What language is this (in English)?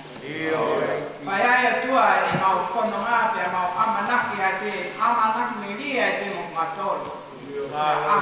Tongan